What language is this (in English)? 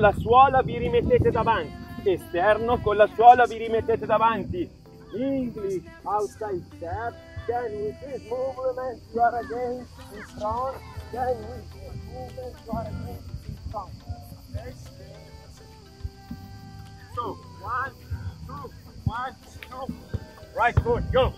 Italian